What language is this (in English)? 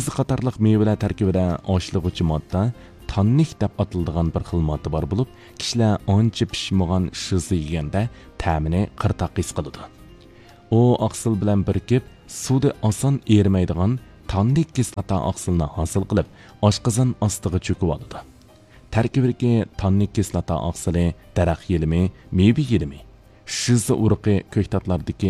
Uyghur